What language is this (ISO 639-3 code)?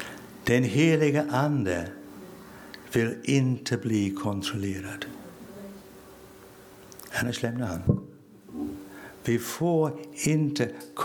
swe